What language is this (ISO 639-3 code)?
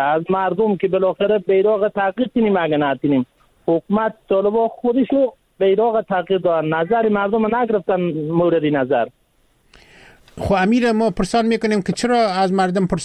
fas